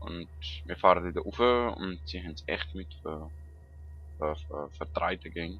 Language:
Swiss German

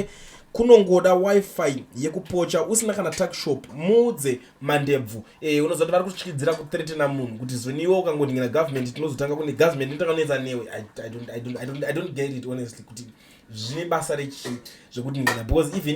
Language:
Shona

